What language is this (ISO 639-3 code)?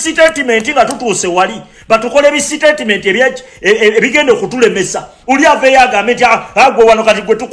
lug